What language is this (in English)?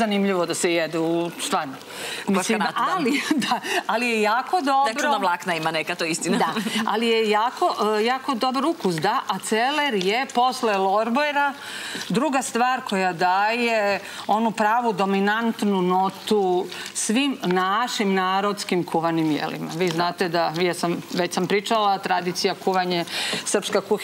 Serbian